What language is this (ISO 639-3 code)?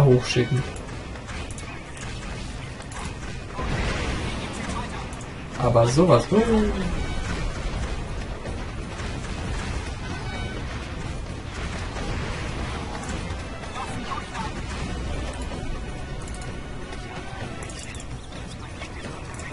deu